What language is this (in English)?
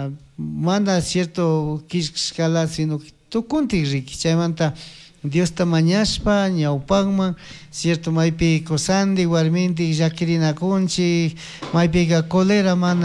Chimborazo Highland Quichua